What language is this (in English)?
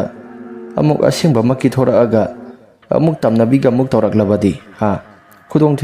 Manipuri